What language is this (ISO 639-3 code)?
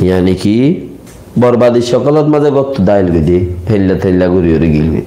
rhg